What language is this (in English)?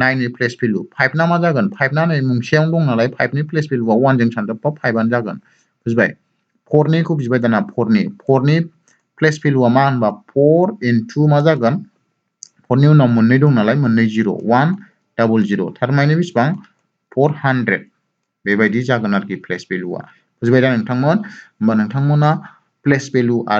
Bodo